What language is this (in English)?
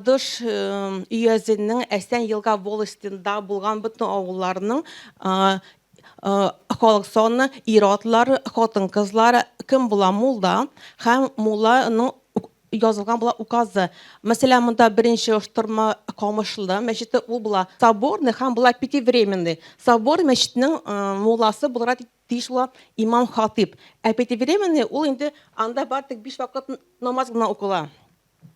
Tatar